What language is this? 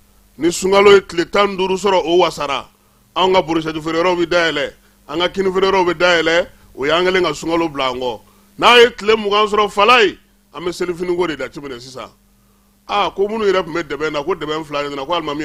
Bambara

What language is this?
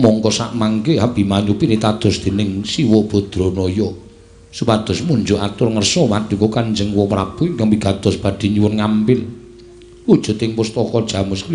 Javanese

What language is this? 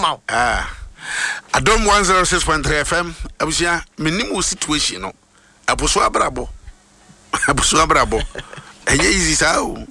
Akan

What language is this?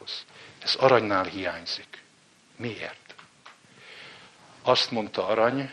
Hungarian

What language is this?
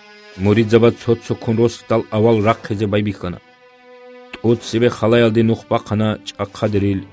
Avaric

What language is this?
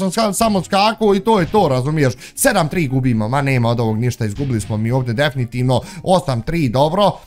Bosnian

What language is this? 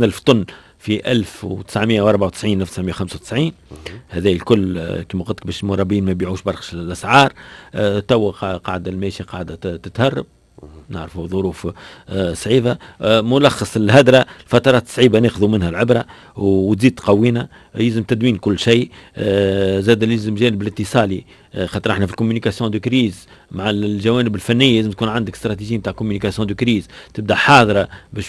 Tunisian Arabic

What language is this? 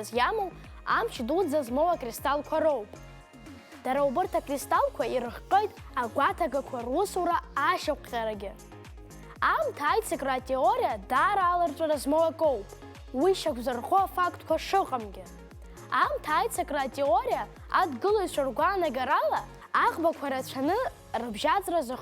Abkhazian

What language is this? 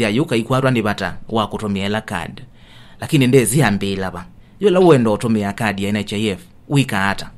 Kamba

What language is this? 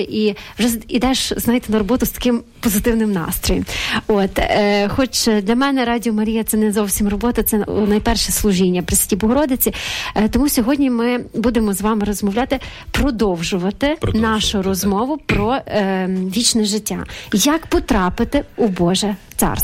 Ukrainian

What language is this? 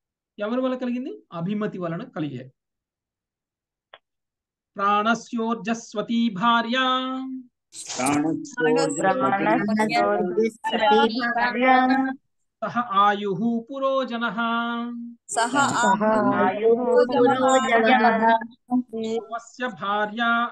Telugu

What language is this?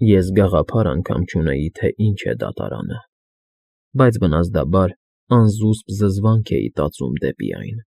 Armenian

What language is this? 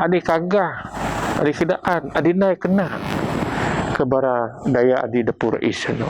Biatah Bidayuh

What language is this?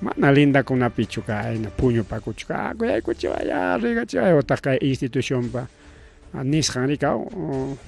Ayacucho Quechua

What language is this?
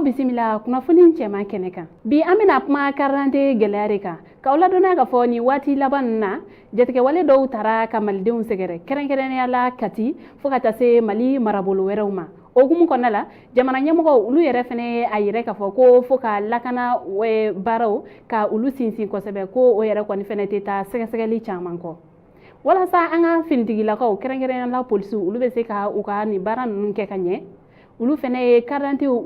Bambara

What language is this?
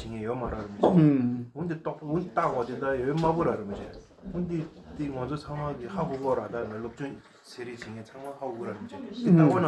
Tibetan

